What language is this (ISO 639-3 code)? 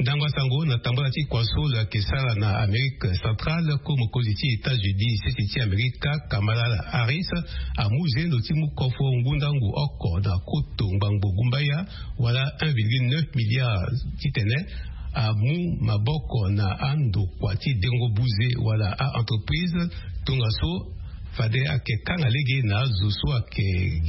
sag